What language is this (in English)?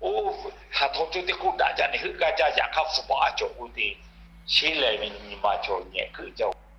Lahu